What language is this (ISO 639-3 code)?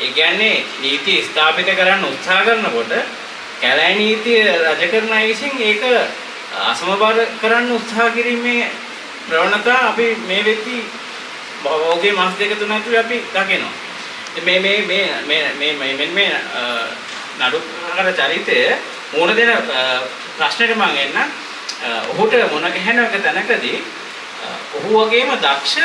sin